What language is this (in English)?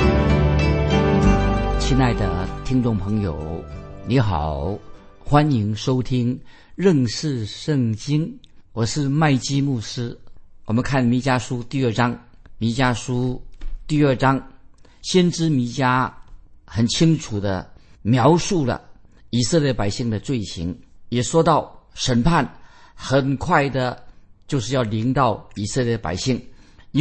Chinese